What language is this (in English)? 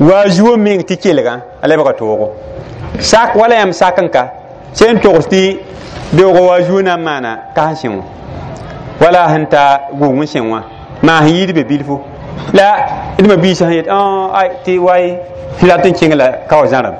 Mossi